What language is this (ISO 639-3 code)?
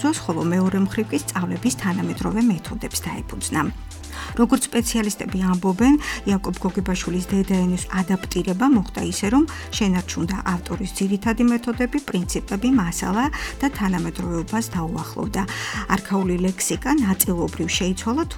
kat